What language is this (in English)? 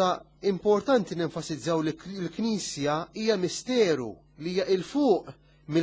Maltese